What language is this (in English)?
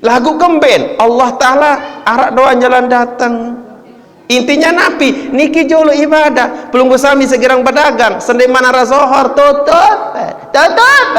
Sasak